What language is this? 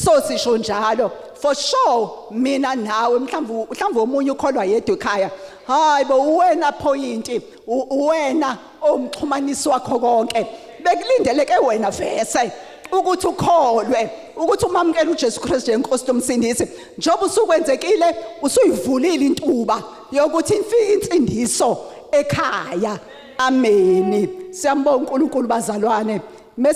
Zulu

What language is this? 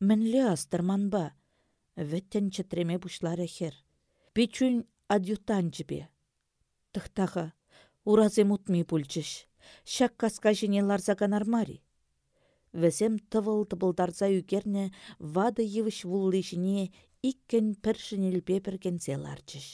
Chuvash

